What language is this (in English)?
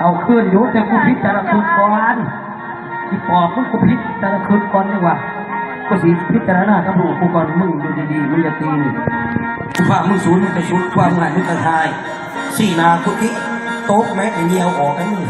Northeastern Thai